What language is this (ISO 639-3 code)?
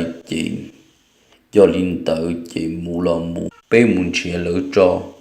hmn